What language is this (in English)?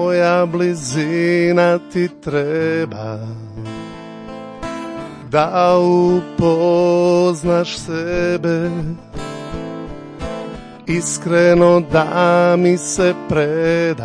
Croatian